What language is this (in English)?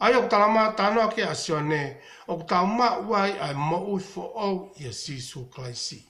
Tongan